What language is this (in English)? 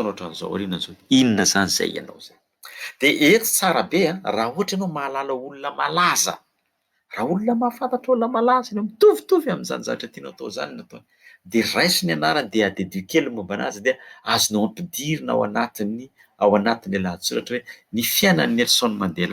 Malagasy